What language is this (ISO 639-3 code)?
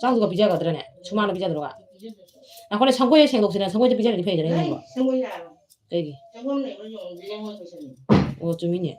mni